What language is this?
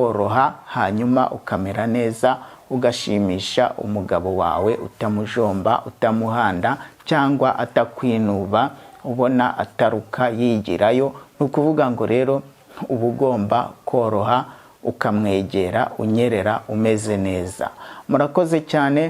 Kinyarwanda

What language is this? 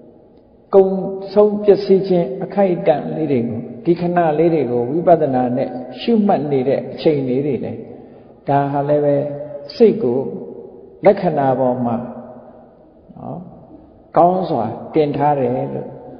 Burmese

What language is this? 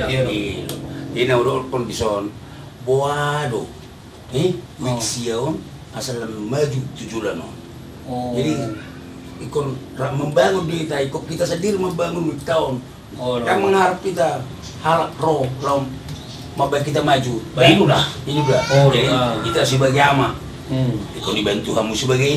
Batak Toba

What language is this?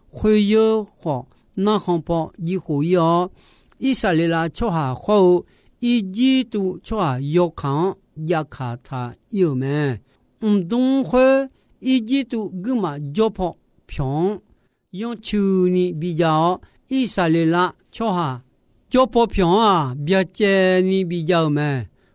Akha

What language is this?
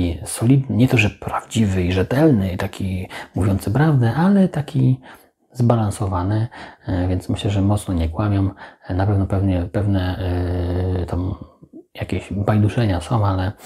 Polish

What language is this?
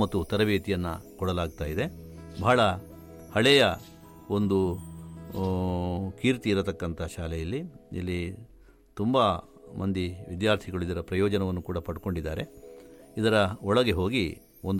Kannada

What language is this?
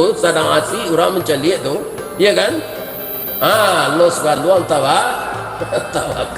Minangkabau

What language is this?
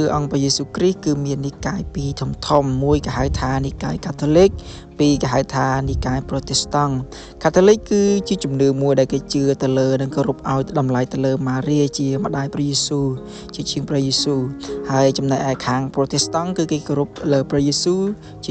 Khmer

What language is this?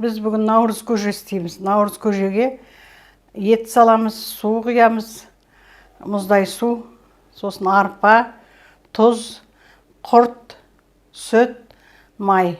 Kazakh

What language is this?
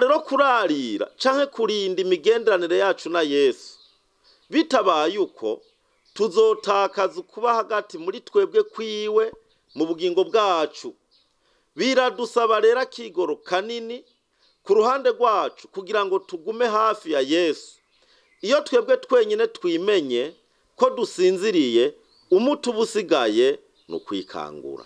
Rundi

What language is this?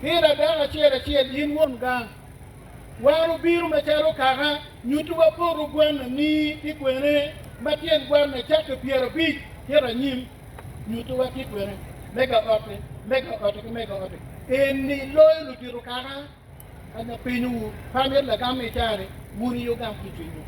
Acoli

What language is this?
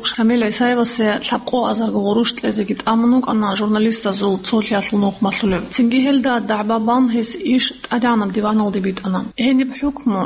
Avaric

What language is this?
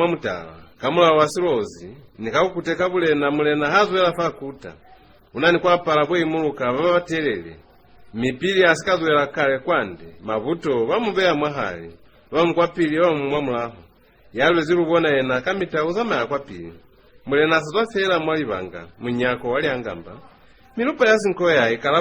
Lozi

